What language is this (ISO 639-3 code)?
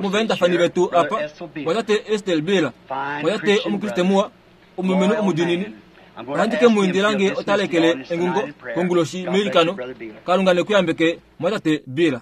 kua